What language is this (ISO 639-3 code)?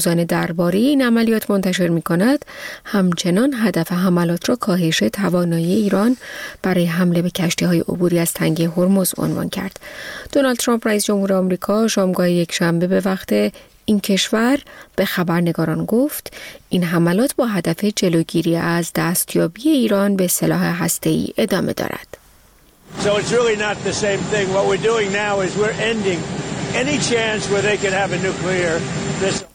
fas